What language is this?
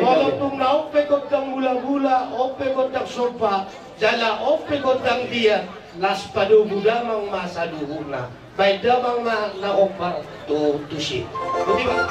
Batak Toba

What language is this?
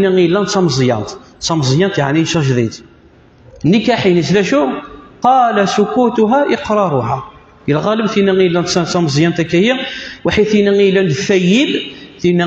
Kabyle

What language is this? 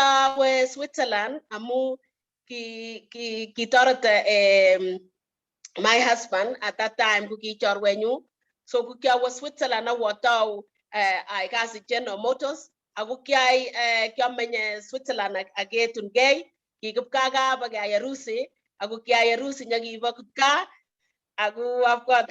Kalenjin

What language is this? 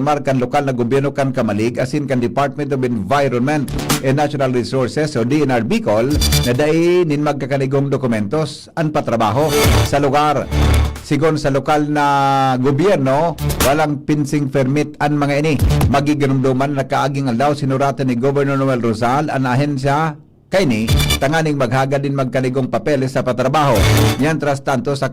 Bikol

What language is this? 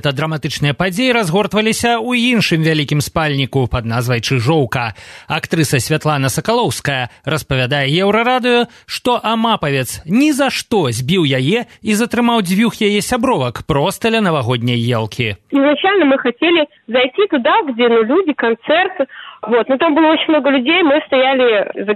Belarusian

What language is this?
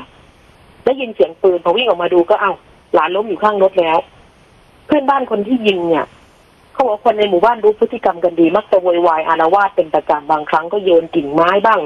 Thai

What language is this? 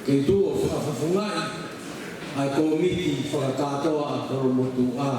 Tongan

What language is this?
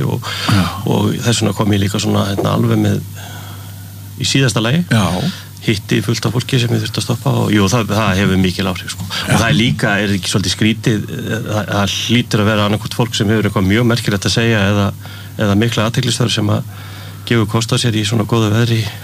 Icelandic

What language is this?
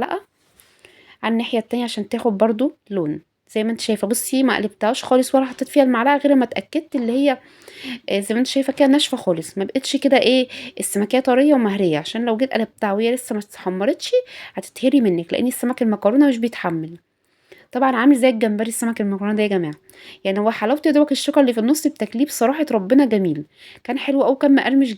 Egyptian Arabic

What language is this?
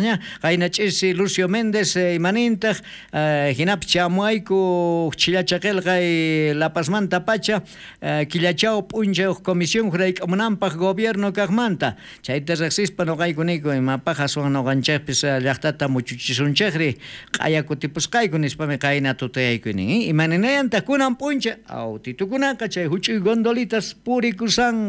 South Bolivian Quechua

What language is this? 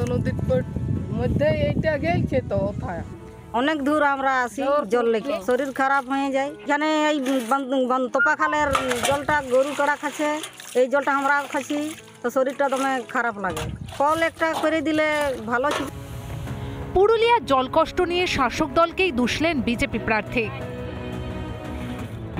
Bangla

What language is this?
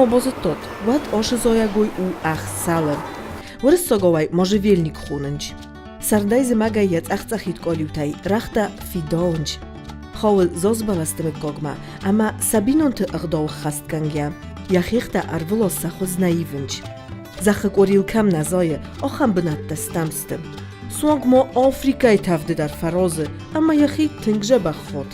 Ossetic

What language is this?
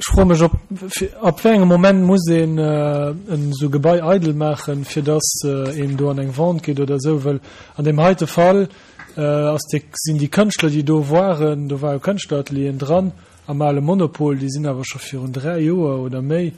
Luxembourgish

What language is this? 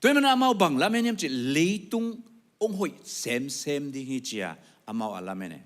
Tedim Chin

